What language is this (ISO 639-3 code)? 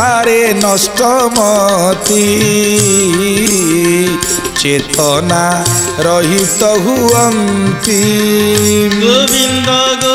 ori